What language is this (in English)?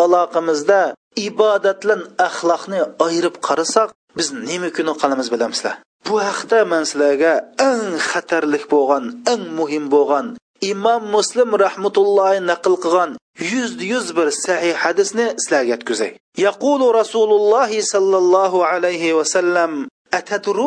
Uyghur